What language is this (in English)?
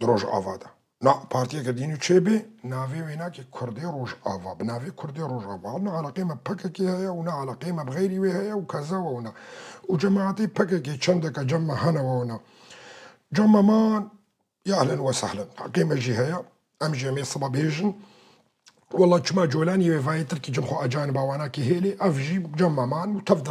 Kurdish